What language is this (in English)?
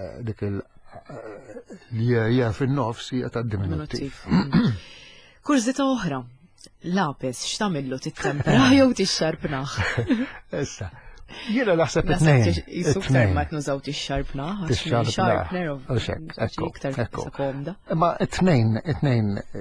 Maltese